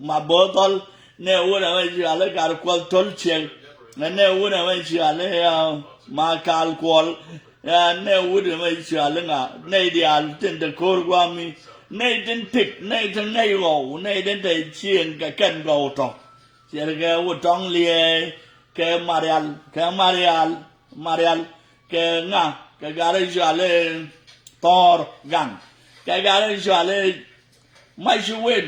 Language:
Nuer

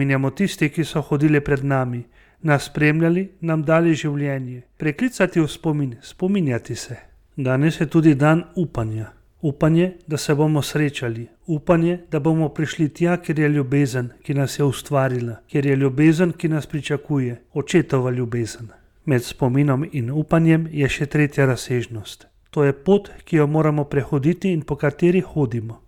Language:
Slovenian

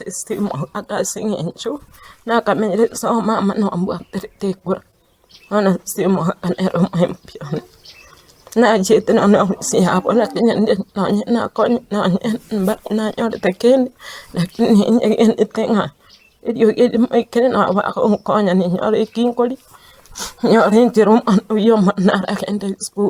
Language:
Gusii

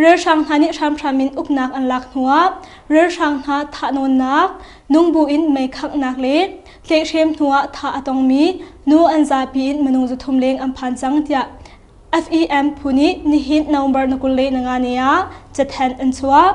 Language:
Hakha Chin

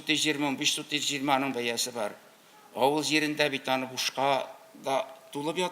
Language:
Tatar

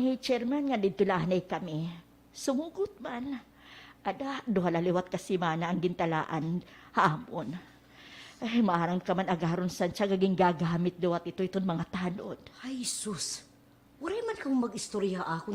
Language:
Waray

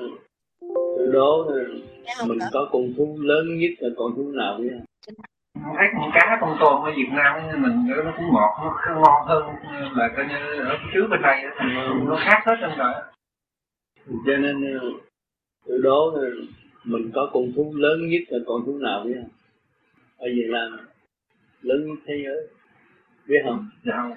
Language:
Vietnamese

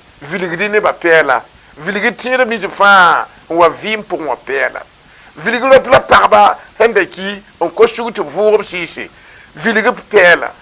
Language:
Mossi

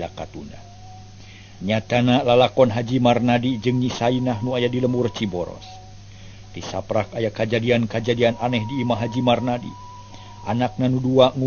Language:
Sundanese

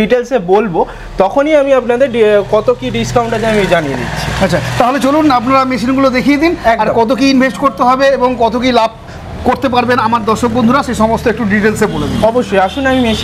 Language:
Bangla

